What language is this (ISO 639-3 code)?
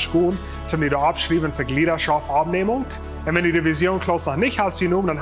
pdt